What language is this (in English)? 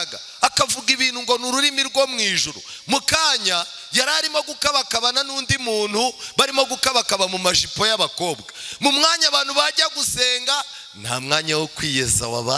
Kinyarwanda